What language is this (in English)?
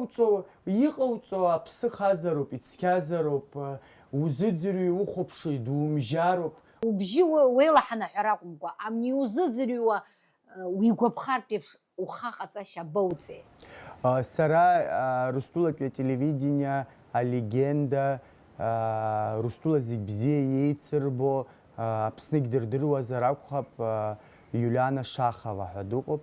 Abkhazian